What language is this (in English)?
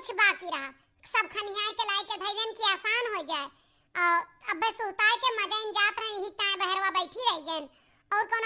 Awadhi